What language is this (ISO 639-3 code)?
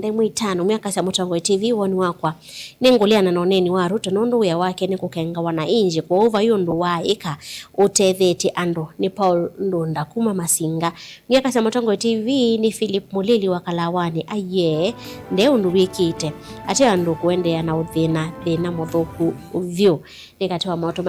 kam